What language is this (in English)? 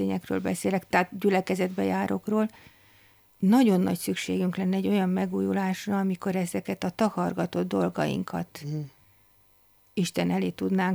Hungarian